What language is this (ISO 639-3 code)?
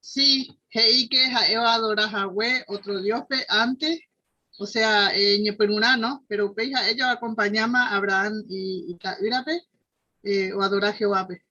grn